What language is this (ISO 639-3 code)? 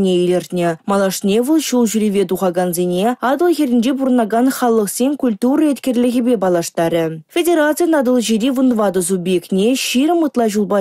chv